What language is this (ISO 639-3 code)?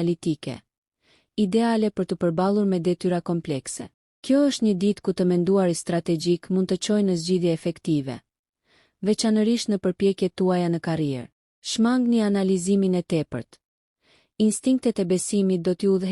sqi